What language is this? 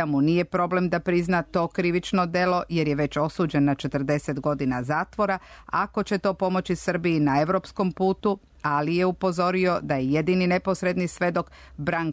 Serbian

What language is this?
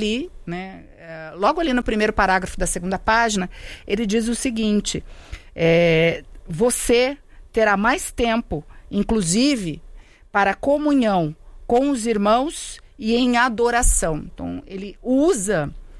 Portuguese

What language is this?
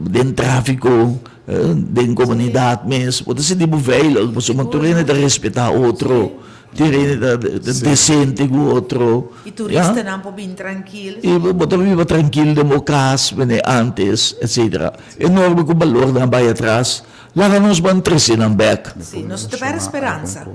Papiamento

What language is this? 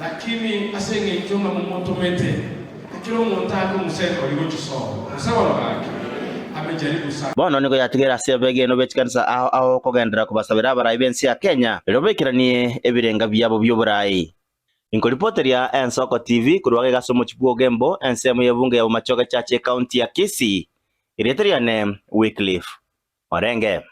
Gusii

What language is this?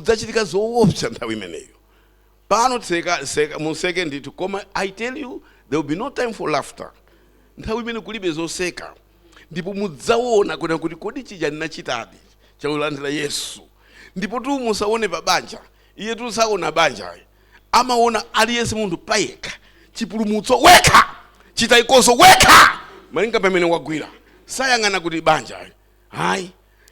Nyanja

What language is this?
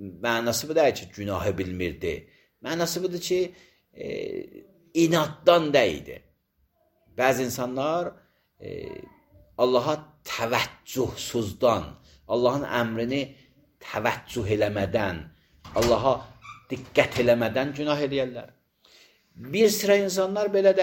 Azerbaijani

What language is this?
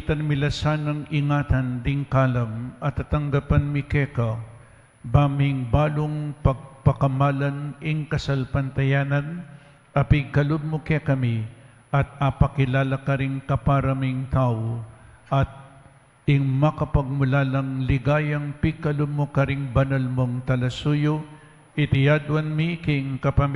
Pampanga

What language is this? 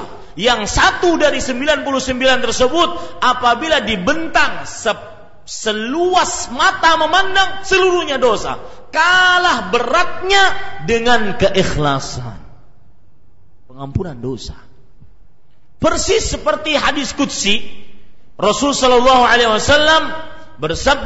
Indonesian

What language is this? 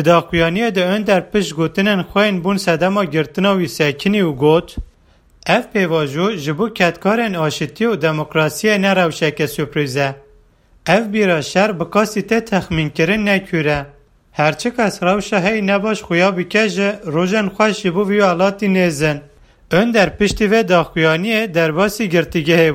Kurdish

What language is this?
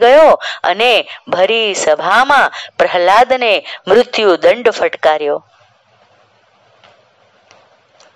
Gujarati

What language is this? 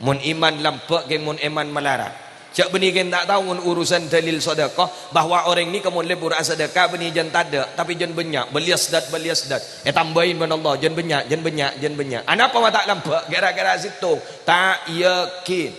Madurese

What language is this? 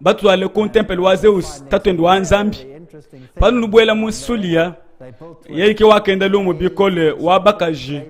Luba-Lulua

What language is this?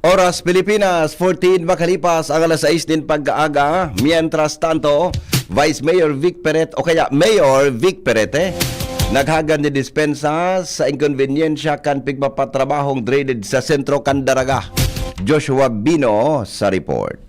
Bikol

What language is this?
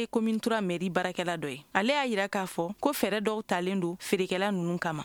Bambara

